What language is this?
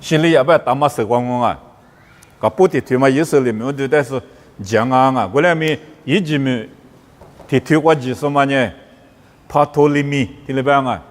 Lisu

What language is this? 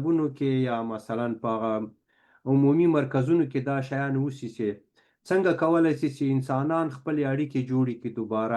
Pashto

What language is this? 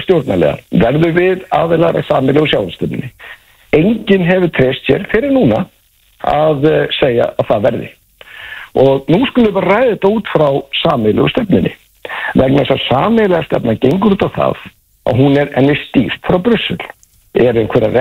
Icelandic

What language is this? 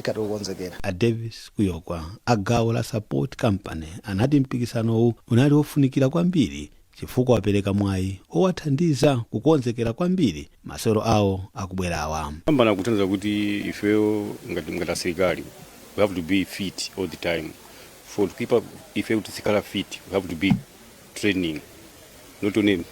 Nyanja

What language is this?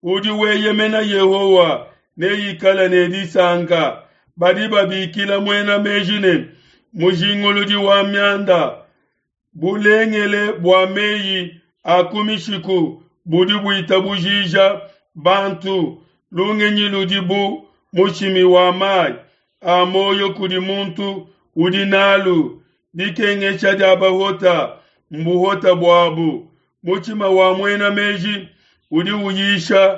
Luba-Lulua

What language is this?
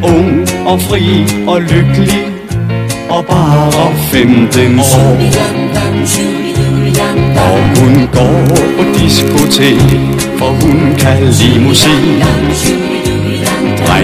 Danish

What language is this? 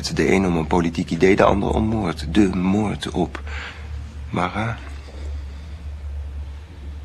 Dutch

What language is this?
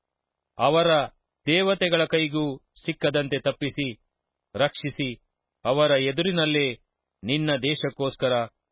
Kannada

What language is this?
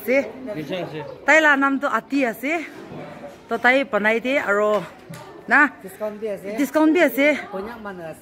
Naga Pidgin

